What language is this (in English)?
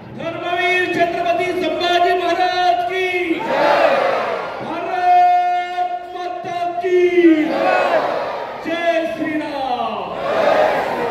Marathi